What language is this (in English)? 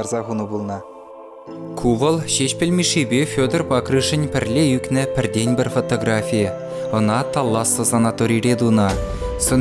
Chuvash